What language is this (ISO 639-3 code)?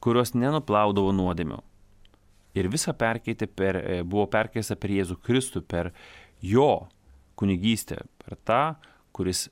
lit